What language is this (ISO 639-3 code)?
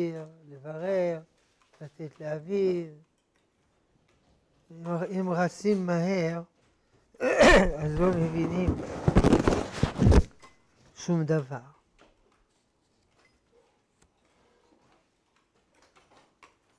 heb